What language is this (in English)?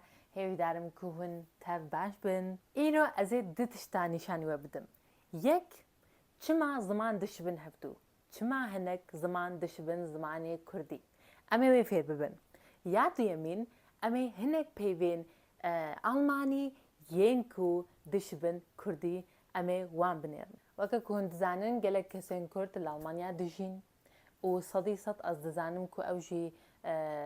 Kurdish